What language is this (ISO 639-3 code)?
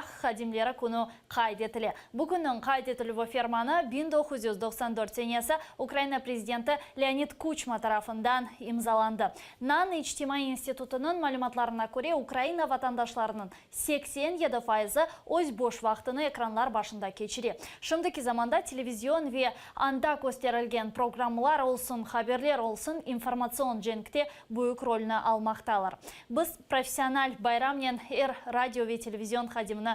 crh